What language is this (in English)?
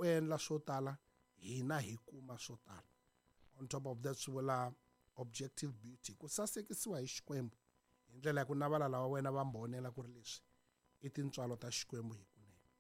Tsonga